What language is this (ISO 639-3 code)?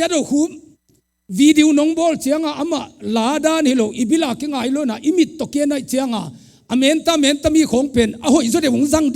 ctd